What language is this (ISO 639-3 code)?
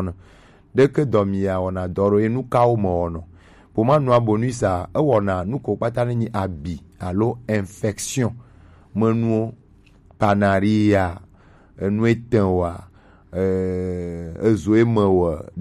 gej